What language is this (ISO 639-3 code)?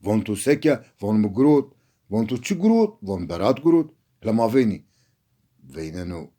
zza